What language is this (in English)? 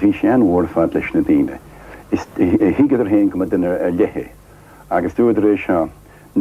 Irish